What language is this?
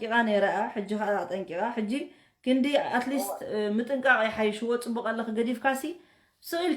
Tigrinya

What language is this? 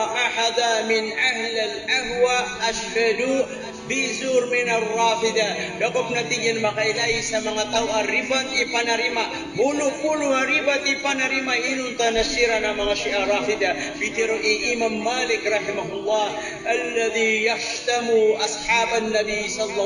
Maranao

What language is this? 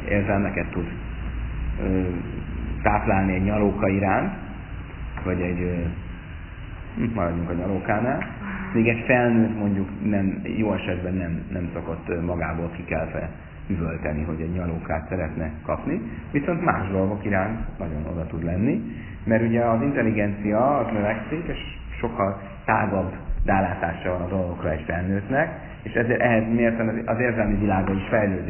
Hungarian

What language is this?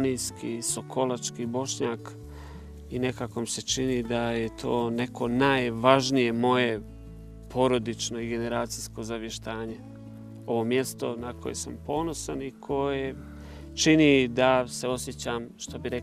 Bosnian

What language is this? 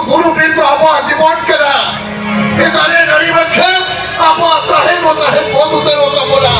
Santali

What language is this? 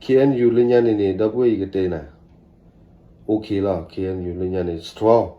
S'gaw Karen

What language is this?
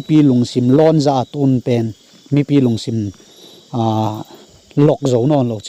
Tedim Chin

